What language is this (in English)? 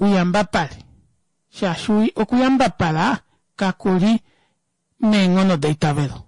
Kuanyama